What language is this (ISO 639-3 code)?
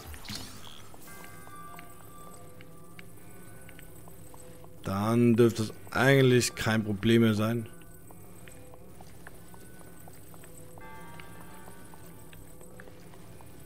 deu